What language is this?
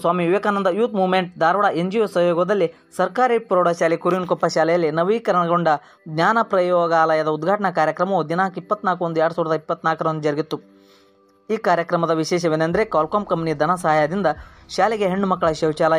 Kannada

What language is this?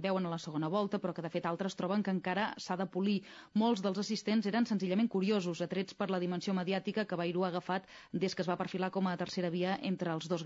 Catalan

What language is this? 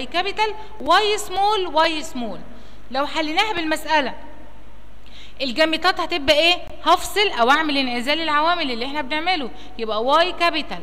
Egyptian Arabic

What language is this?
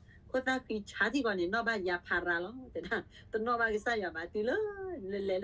S'gaw Karen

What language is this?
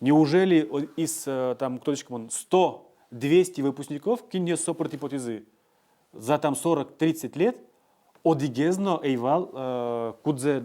Udmurt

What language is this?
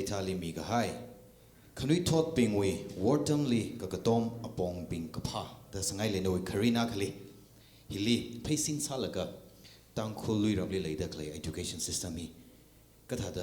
Tangkhul Naga (India)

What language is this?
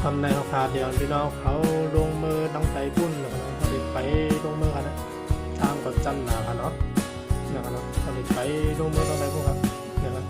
Shan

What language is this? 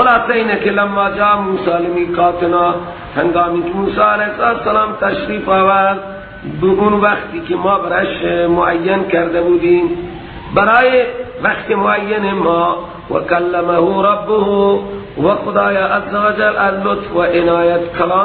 Persian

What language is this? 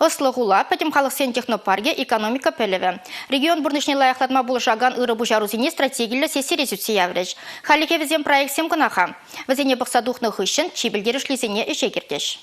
Chuvash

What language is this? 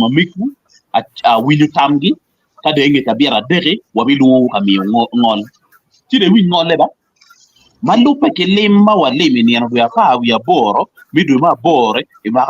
Acoli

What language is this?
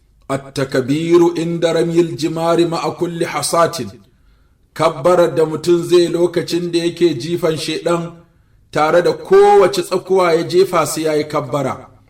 Hausa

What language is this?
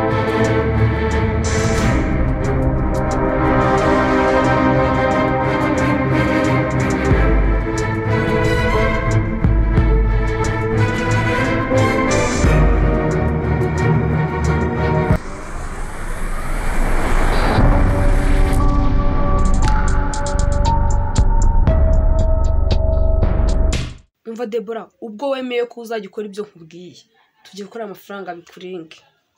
Kinyarwanda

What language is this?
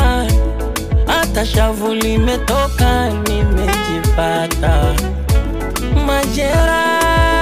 Swahili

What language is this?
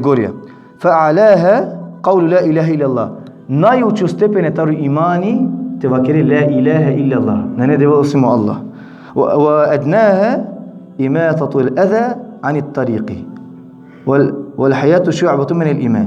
Balkan Romani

